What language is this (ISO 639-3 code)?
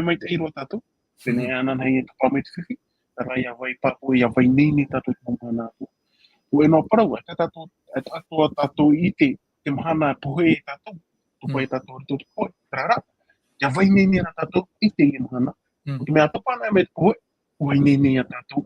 tah